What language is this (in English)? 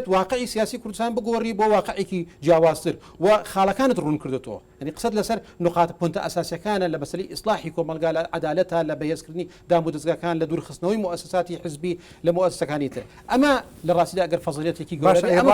Central Kurdish